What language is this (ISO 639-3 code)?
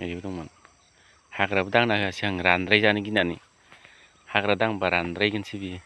brx